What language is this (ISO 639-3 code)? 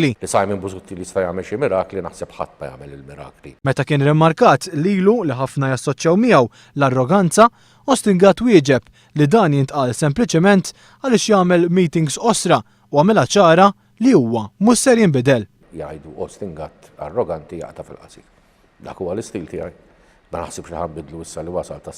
mlt